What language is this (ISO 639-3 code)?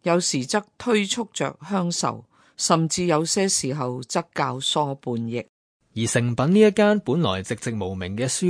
yue